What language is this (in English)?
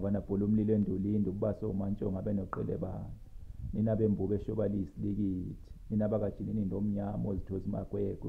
Zulu